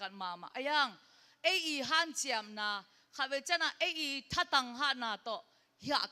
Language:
Tedim Chin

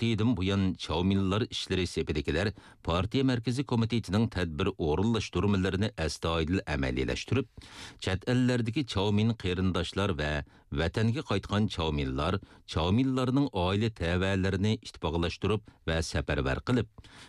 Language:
Uyghur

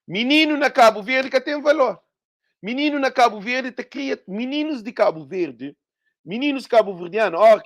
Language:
Kabuverdianu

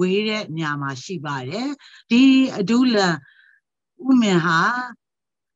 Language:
Burmese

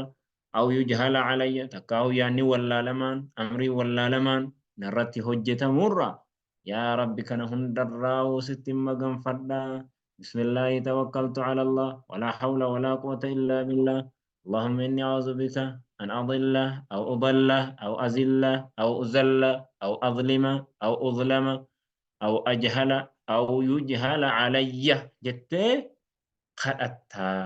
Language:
Oromo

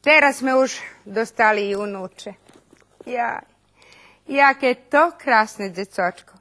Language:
Rusyn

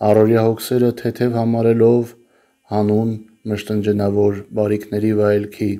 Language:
Armenian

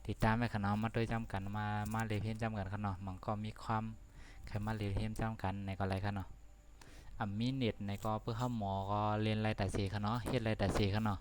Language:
Shan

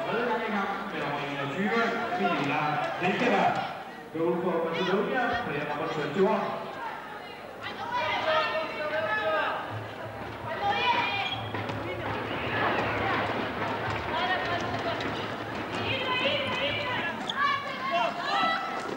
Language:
Danish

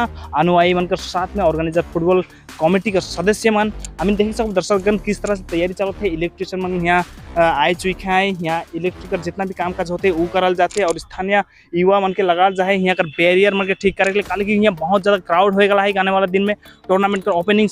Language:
Sadri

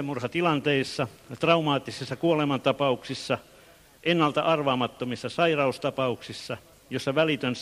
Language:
Finnish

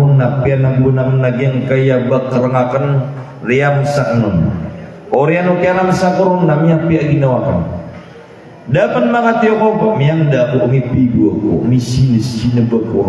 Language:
Maranao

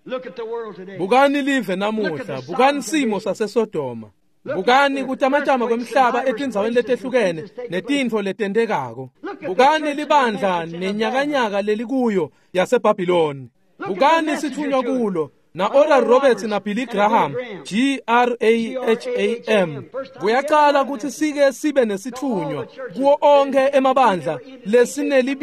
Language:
Swati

